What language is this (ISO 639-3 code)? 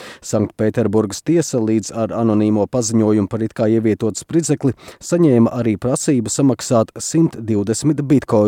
lav